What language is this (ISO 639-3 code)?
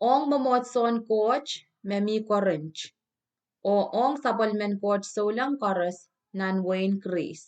pon